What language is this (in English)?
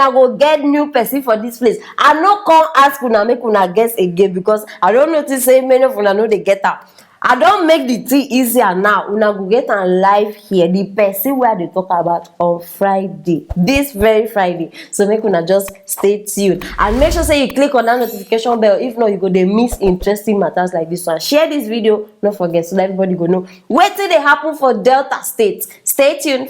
Nigerian Pidgin